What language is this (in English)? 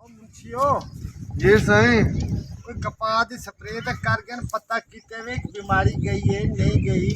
Saraiki